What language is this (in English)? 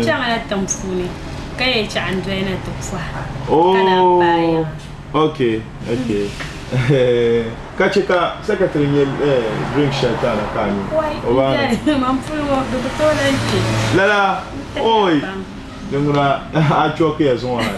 Dagbani